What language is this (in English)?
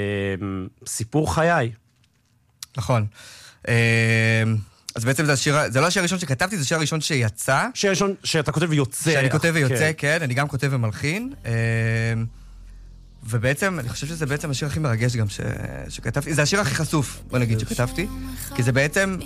Hebrew